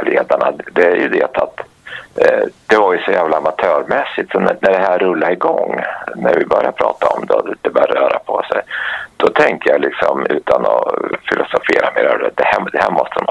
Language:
Swedish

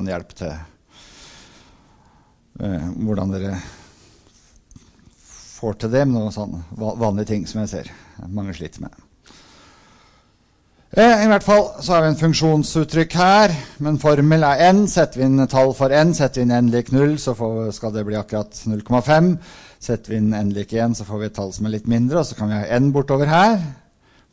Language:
Norwegian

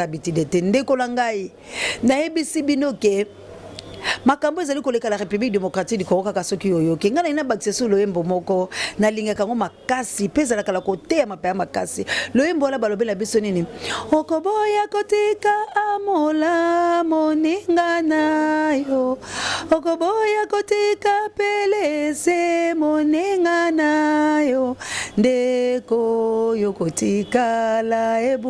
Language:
Lingala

